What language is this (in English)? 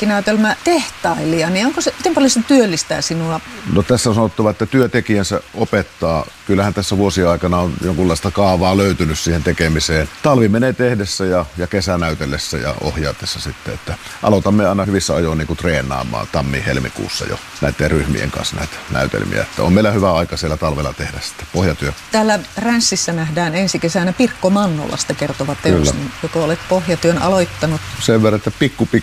Finnish